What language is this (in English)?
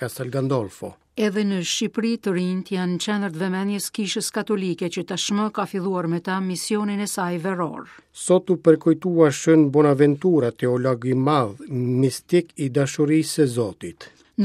Albanian